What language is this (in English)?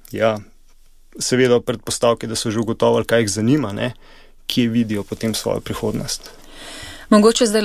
Slovenian